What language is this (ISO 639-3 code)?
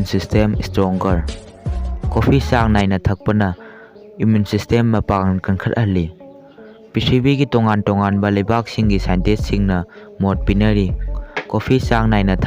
mni